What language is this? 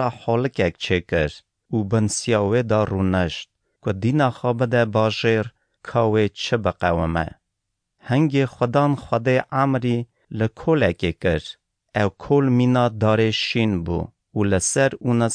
Kurdish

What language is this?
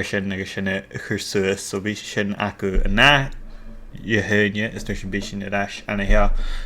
Scottish Gaelic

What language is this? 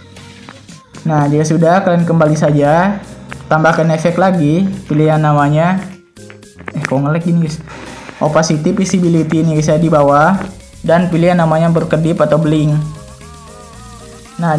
Indonesian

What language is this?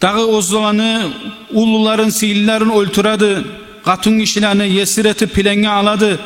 Kumyk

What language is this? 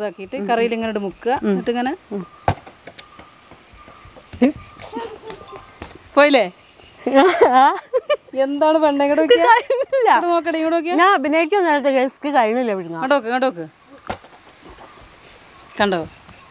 Malayalam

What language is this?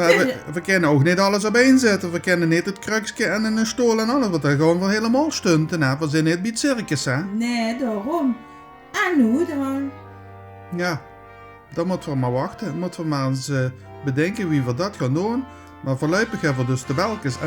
Limburgish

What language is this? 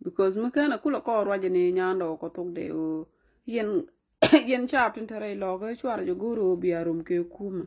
Nuer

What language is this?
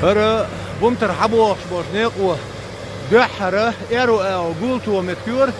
Chechen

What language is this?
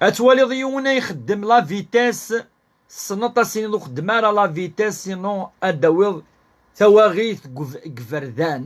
Kabyle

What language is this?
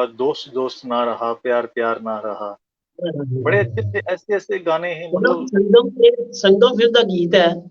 Dogri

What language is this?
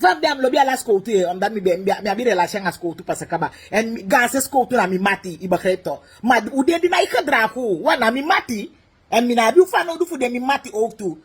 Sranan Tongo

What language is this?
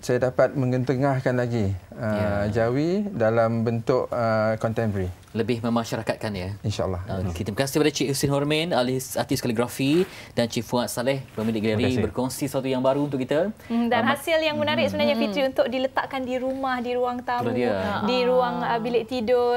Malay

